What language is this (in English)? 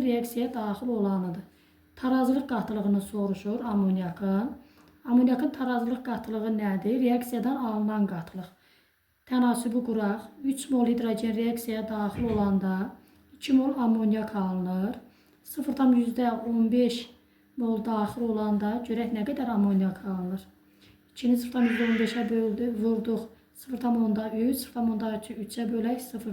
Azerbaijani